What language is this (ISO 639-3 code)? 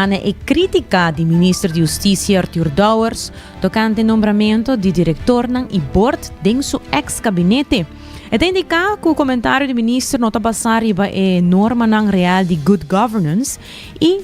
pap